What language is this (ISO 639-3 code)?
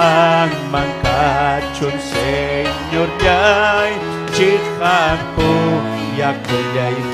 quy